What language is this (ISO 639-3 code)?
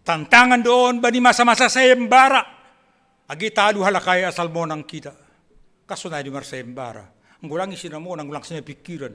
bts